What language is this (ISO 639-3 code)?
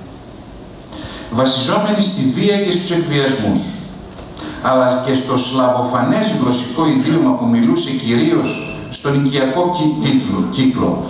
ell